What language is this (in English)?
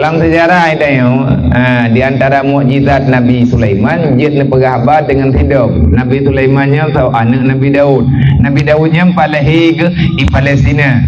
Achinese